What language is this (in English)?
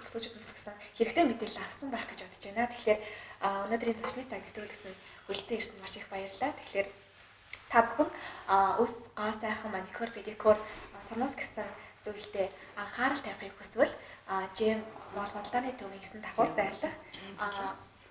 Mongolian